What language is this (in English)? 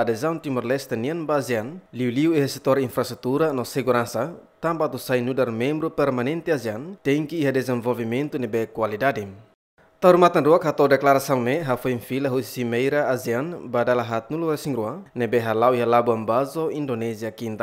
Tetum